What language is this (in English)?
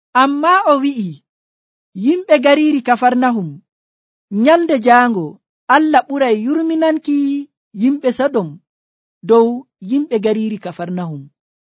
Nigerian Fulfulde